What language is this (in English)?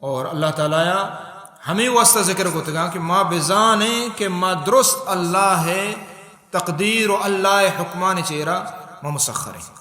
Baluchi